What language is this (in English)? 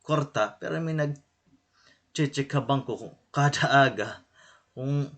Waray